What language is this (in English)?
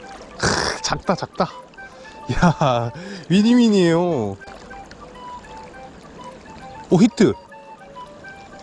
Korean